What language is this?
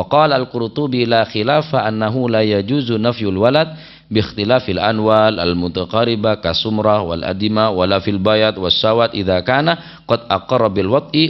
Madurese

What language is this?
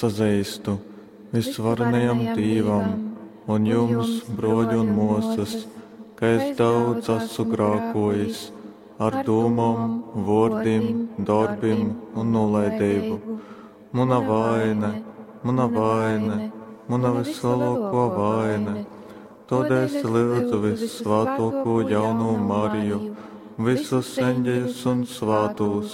Latgalian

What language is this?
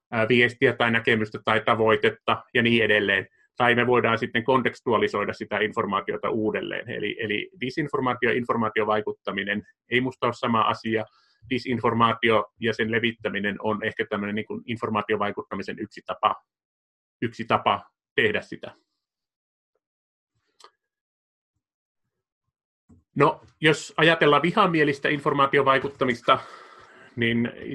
Finnish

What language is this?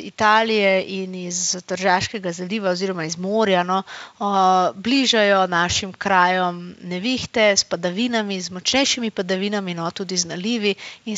Slovenian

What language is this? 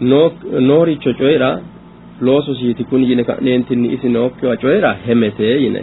Sidamo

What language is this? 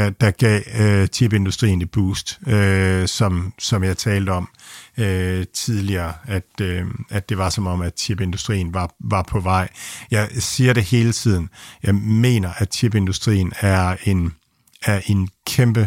Danish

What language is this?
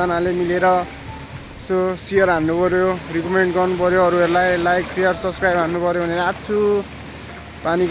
Nepali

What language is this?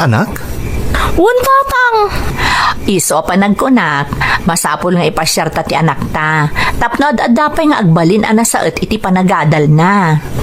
Iloko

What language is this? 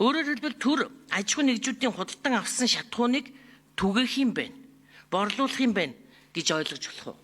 Mongolian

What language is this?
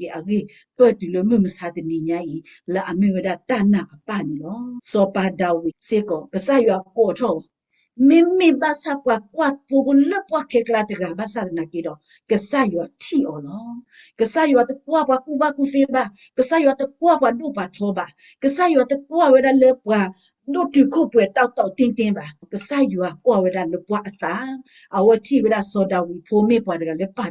S'gaw Karen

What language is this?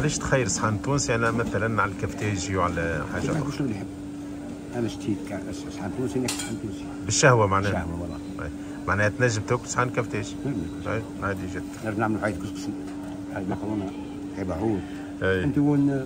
Tunisian Arabic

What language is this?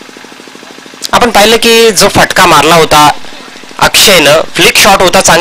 Marathi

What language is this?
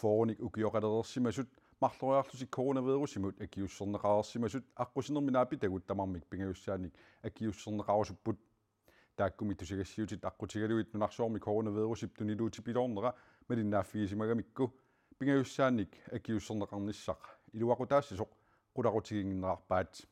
Kalaallisut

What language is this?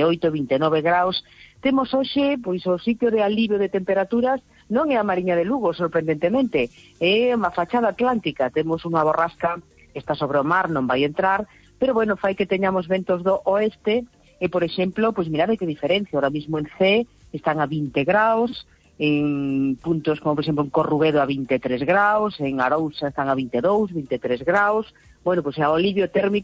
Galician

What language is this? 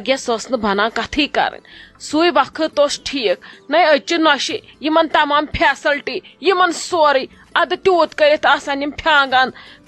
Kashmiri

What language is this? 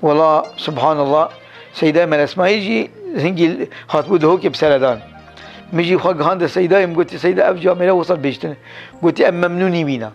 Kurdish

